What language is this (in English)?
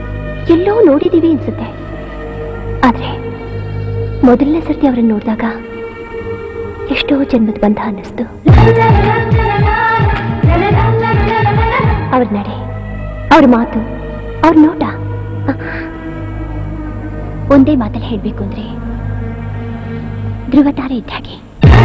Kannada